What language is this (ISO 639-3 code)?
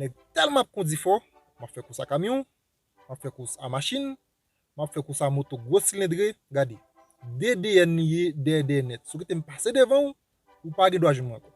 hat